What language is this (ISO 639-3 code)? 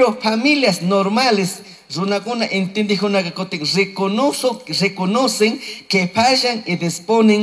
qug